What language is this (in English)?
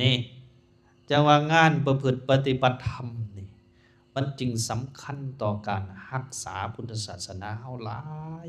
Lao